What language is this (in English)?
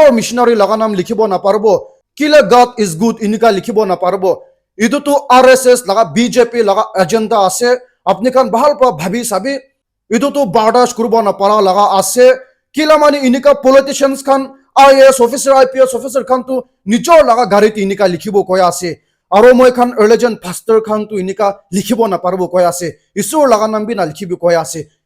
Naga Pidgin